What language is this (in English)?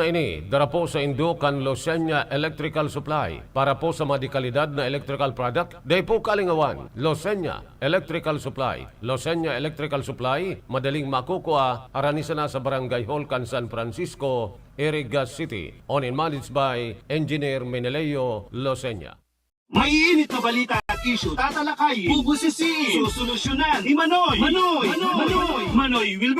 Bikol